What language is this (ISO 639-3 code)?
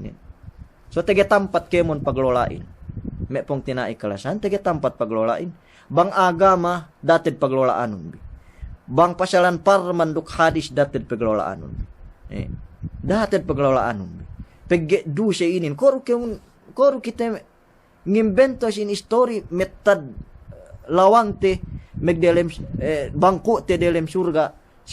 yka